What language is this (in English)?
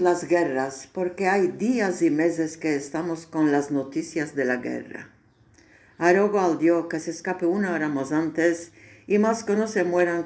Ladino